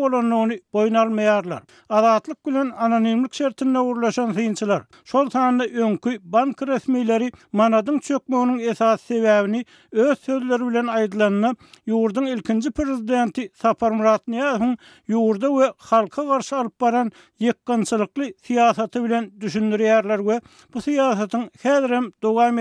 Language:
Turkmen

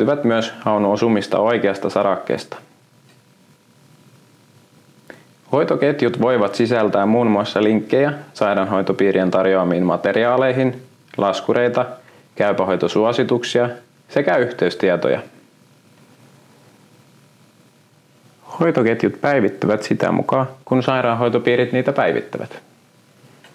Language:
Finnish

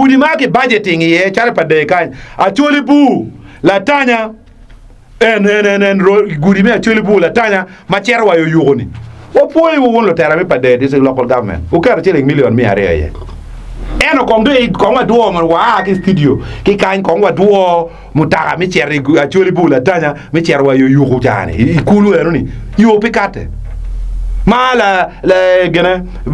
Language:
Acoli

